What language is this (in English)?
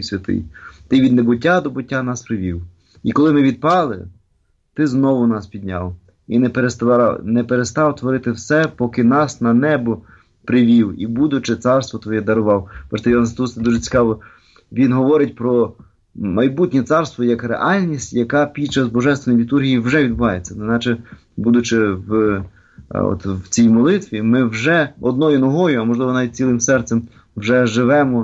Ukrainian